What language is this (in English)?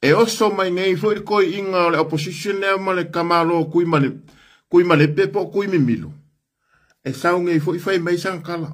Samoan